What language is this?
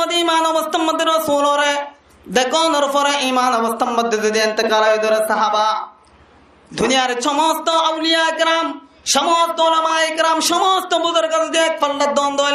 Rohingya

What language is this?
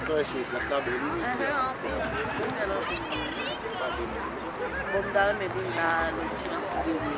Haitian Creole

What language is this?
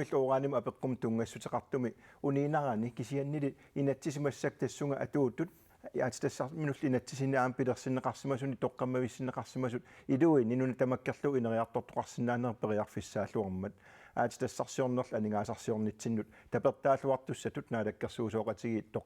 Kalaallisut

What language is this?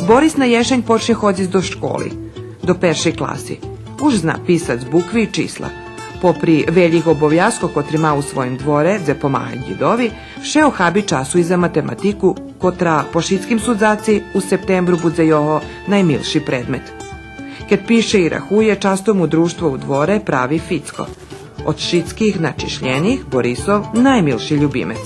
Rusyn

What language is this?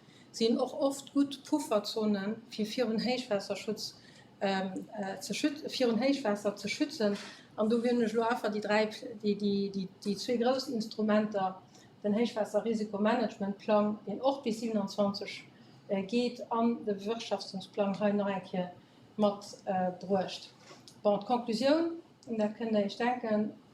Luxembourgish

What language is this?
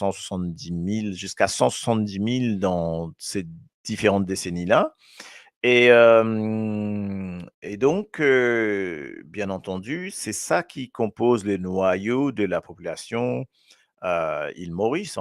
Morisyen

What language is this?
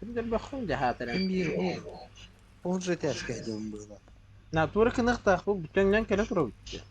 Yakut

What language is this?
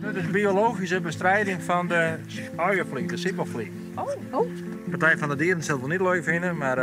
Western Frisian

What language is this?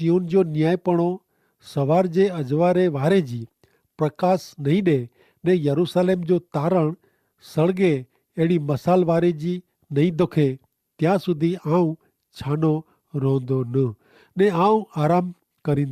Kachhi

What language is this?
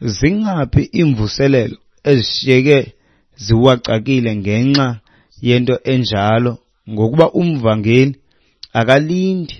Xhosa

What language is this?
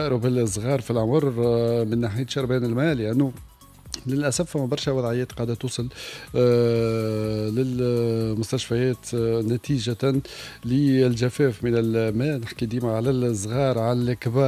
Tunisian Arabic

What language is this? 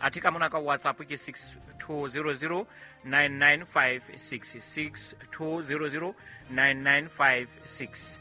Southern Sotho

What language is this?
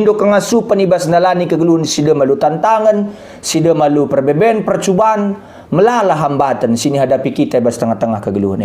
Batak Karo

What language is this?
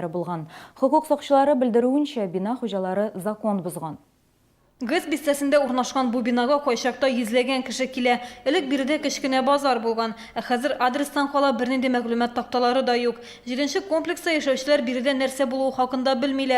Tatar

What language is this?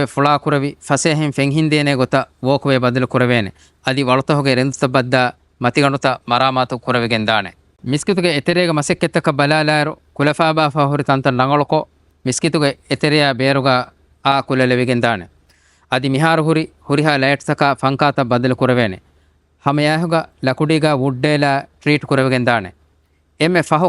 Divehi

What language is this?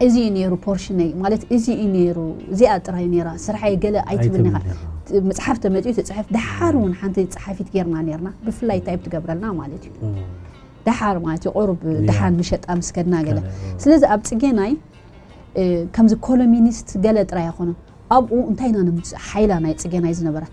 Tigrinya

